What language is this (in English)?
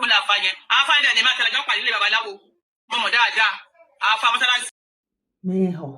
Yoruba